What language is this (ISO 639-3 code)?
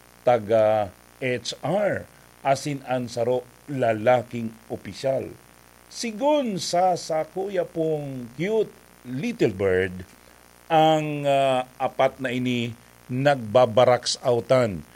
bik